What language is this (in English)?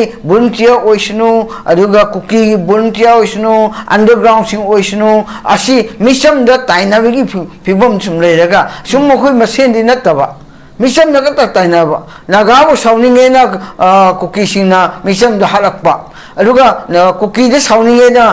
Manipuri